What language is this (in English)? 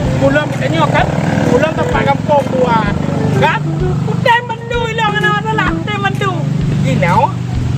Achinese